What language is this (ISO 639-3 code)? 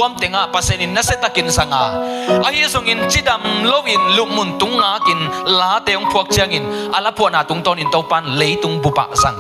ctd